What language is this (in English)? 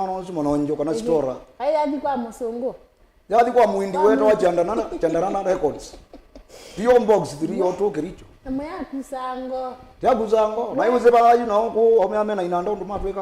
Kamba